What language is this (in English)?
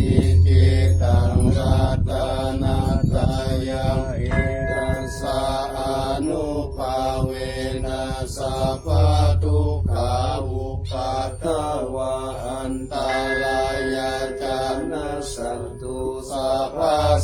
Pali